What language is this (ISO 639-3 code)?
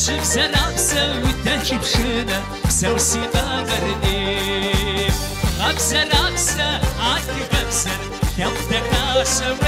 kbd